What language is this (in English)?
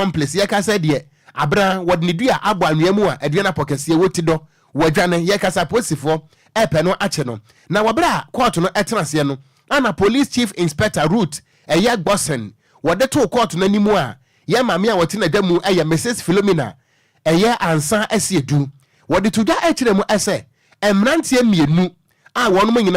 Akan